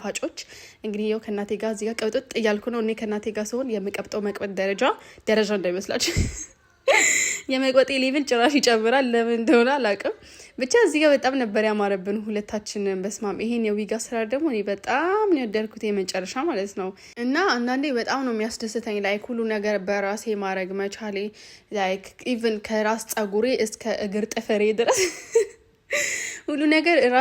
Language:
Amharic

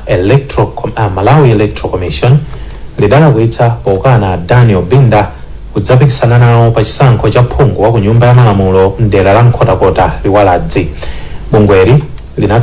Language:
Nyanja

